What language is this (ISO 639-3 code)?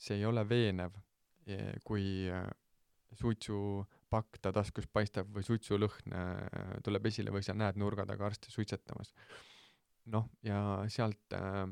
est